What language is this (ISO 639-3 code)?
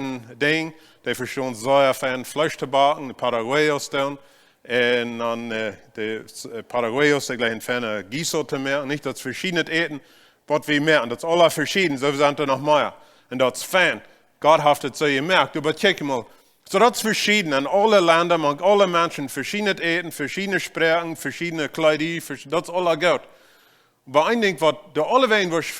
pdt